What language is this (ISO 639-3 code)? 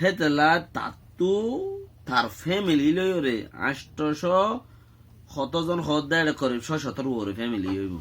rhg